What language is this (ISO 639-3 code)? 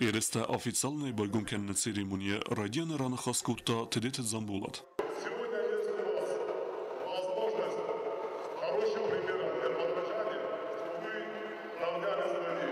oss